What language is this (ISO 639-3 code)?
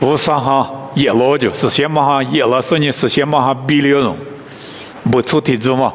lis